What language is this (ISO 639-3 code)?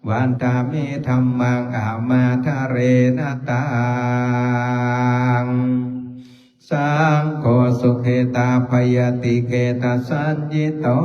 pli